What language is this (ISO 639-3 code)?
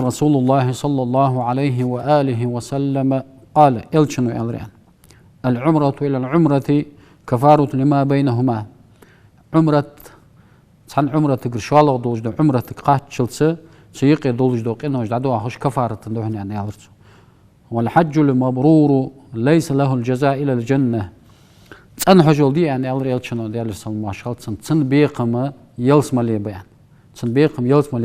inh